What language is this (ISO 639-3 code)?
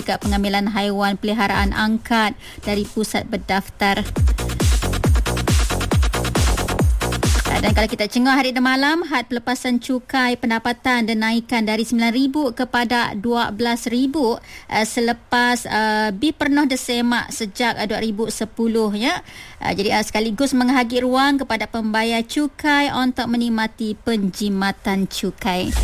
msa